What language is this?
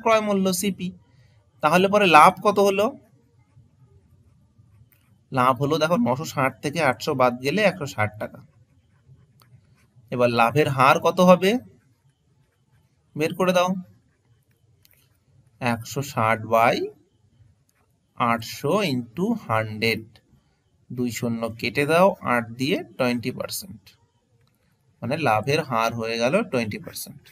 Bangla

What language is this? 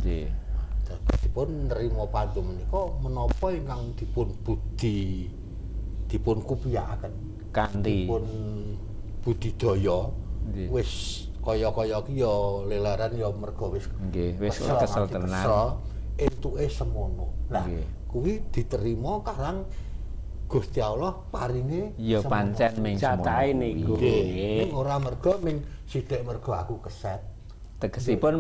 Javanese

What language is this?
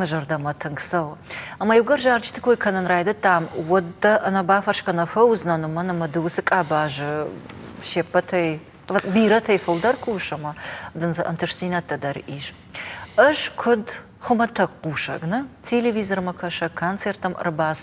Ossetic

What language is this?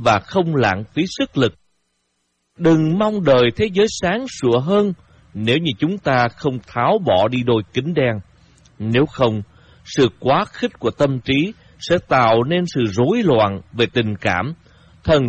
Vietnamese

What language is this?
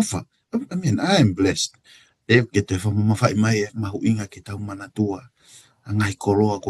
Tongan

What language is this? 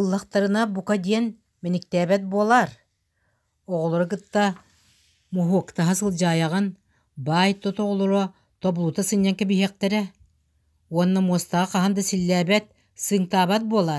Yakut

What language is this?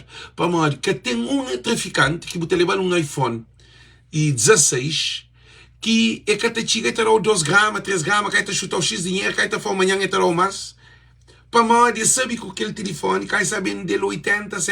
Kabuverdianu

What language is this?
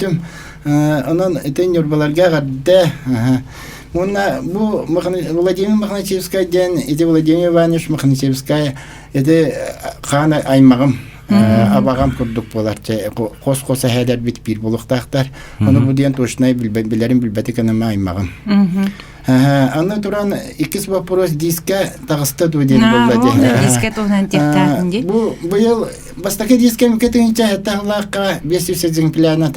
Yakut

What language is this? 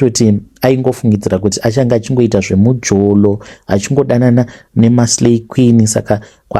Shona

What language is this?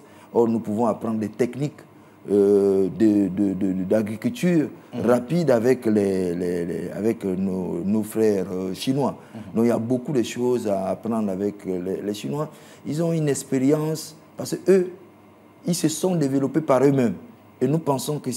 French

